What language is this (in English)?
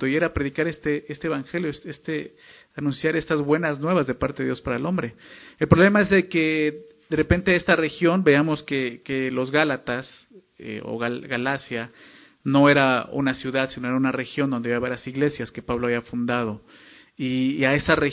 Spanish